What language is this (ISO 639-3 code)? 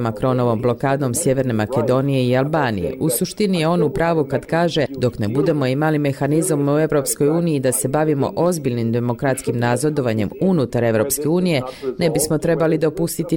bos